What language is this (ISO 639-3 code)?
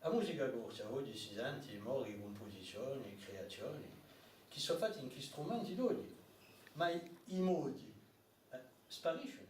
cos